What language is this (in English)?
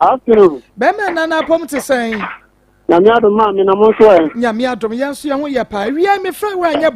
Akan